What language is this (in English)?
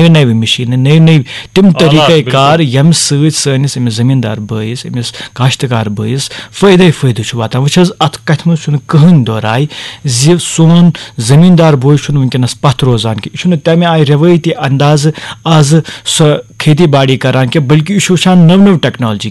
Kashmiri